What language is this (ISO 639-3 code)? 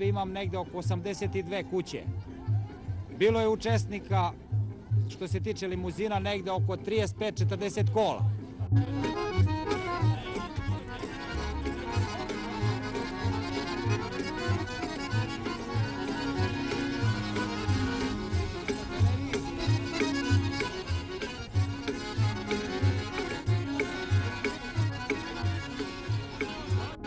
srp